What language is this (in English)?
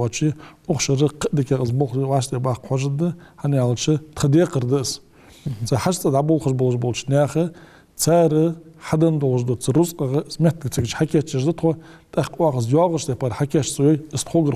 Ingush